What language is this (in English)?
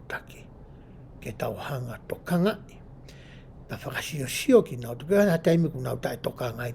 Tongan